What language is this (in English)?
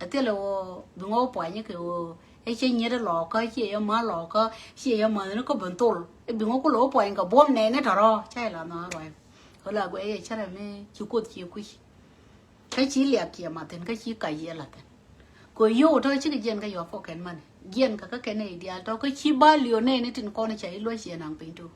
Nuer